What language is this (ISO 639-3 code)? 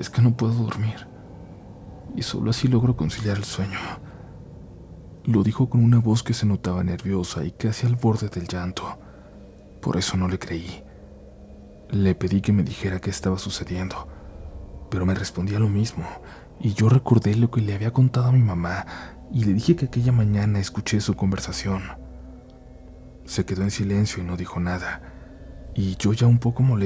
spa